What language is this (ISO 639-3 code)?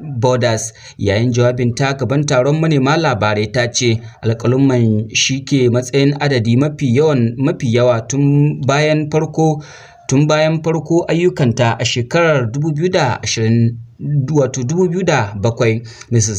hau